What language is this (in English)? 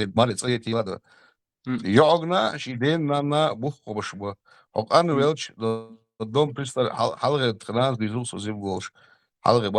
Chechen